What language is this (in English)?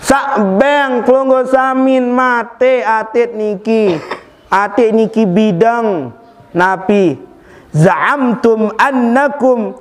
Sasak